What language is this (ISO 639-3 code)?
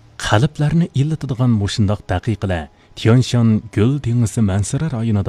uig